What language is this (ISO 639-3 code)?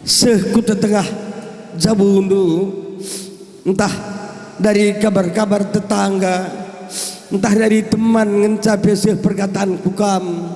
btx